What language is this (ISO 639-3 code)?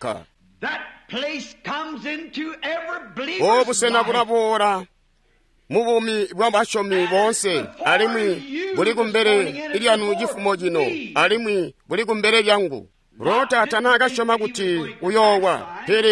toi